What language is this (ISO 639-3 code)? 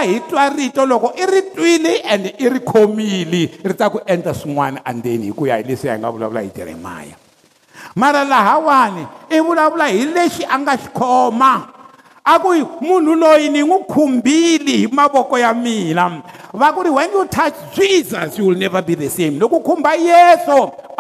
tso